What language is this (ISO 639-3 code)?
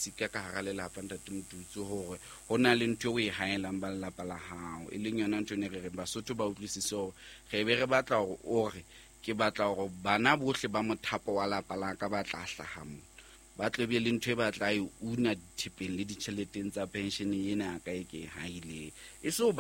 sot